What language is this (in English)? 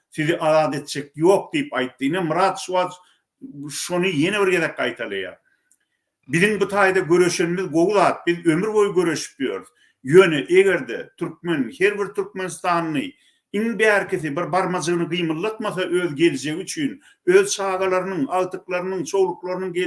Turkmen